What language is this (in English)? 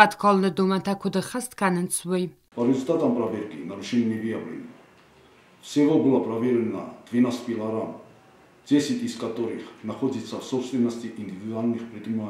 Ossetic